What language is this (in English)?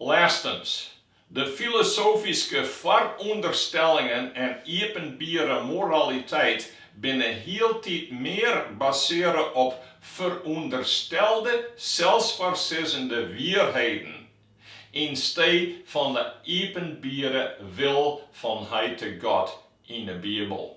Western Frisian